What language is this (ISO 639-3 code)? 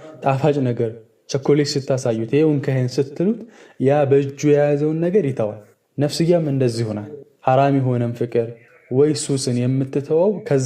amh